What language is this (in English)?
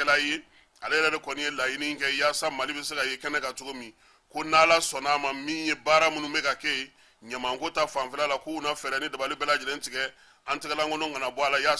Bambara